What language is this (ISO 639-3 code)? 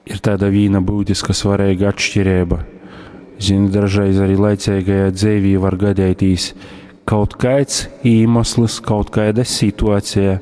ltg